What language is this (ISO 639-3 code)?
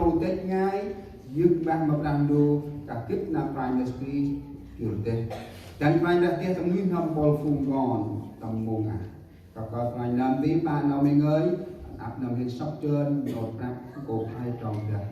cmo